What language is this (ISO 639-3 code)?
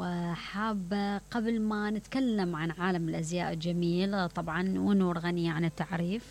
acm